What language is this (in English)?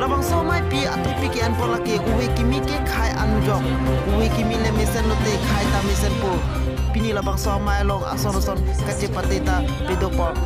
Karbi